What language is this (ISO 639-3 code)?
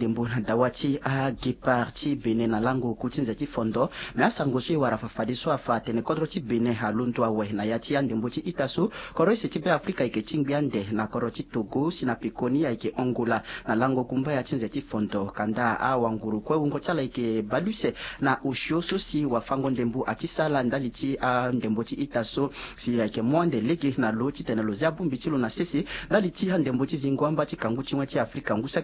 sag